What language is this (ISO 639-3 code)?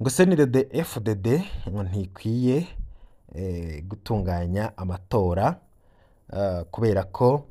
run